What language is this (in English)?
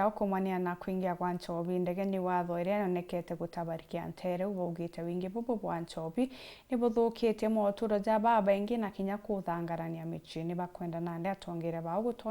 Meru